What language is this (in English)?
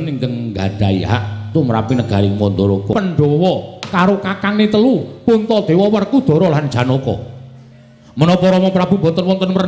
Javanese